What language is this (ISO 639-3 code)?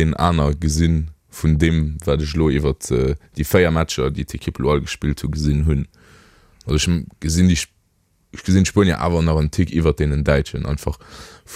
ltz